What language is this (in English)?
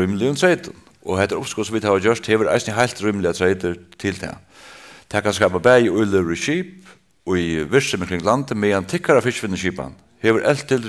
Faroese